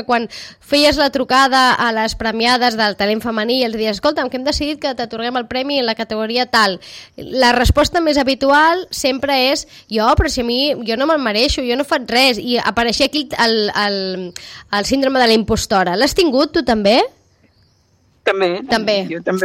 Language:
Catalan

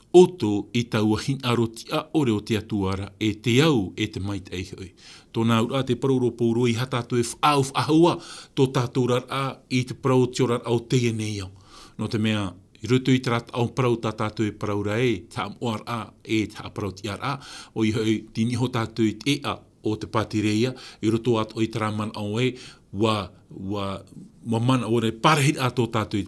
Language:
Tahitian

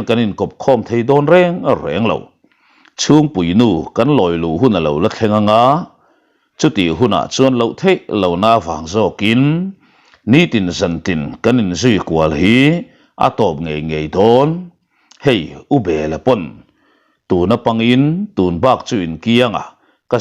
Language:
Mizo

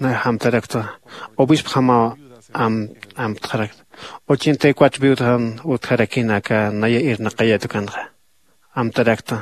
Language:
Aymara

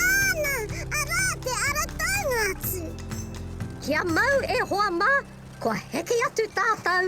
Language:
Māori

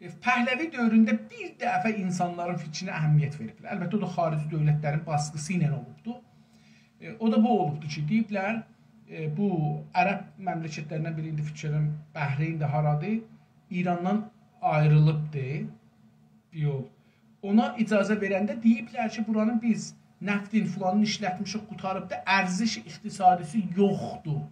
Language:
South Azerbaijani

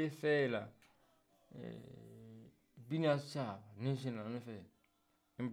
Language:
Southern Sotho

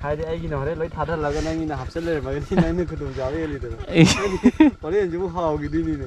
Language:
Manipuri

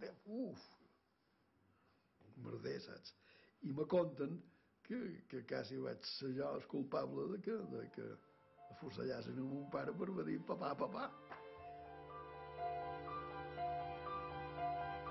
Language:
Catalan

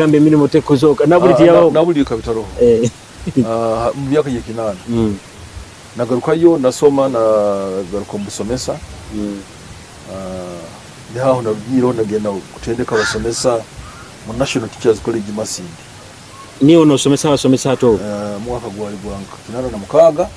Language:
Nyoro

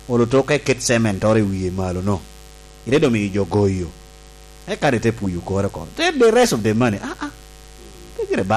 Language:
Lango (Uganda)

